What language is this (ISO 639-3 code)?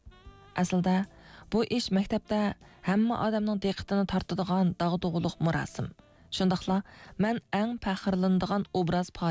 uig